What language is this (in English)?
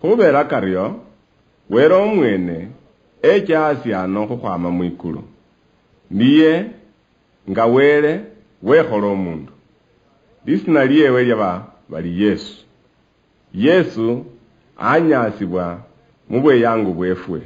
Luyia